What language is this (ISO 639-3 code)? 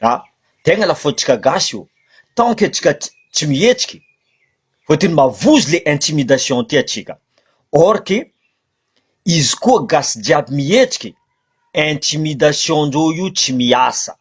mlg